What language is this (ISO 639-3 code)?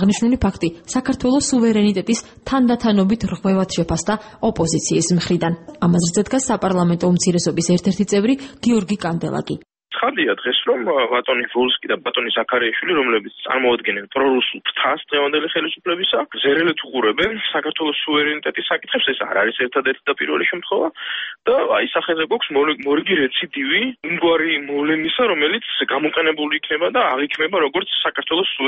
kat